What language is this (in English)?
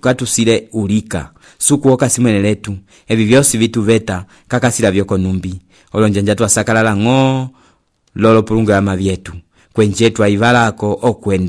Umbundu